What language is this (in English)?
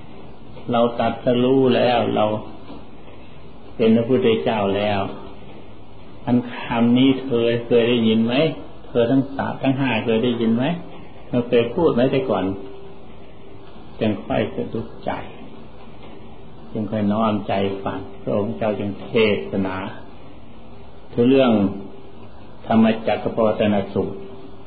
Thai